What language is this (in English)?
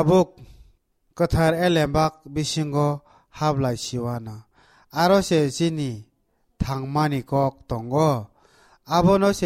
Kok Borok